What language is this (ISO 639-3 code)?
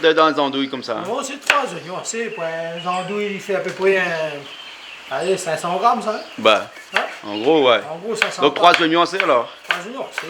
rcf